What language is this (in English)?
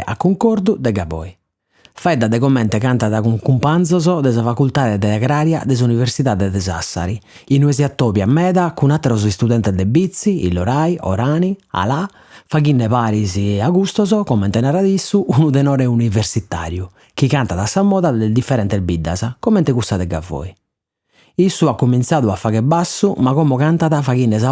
Sardinian